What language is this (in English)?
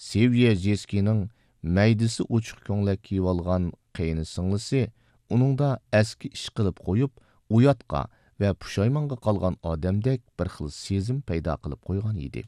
Uyghur